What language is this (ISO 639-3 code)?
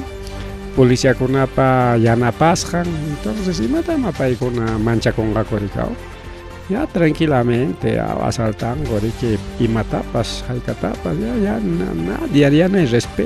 quy